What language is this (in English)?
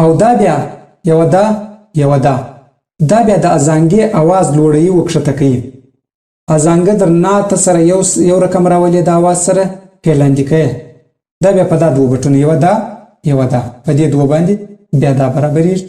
Pashto